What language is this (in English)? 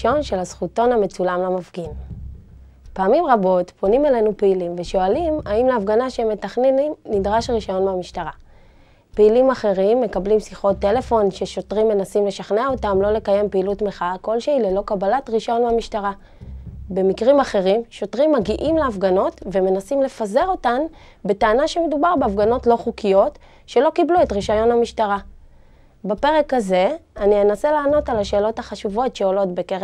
Hebrew